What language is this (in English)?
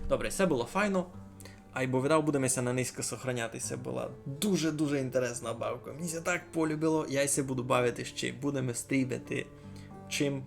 Rusyn